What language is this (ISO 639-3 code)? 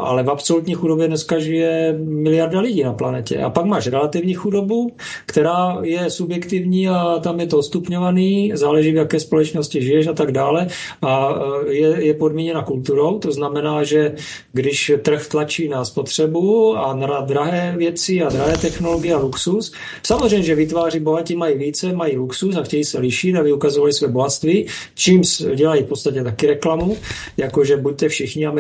ces